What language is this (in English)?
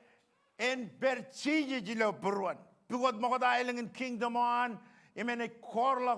Marshallese